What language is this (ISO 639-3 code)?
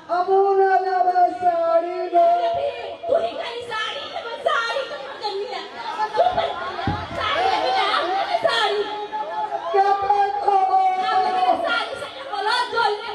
mai